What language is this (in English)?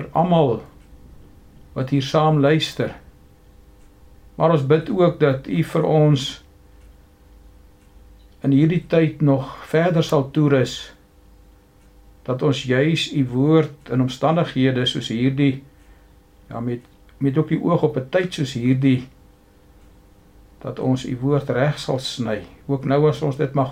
Afrikaans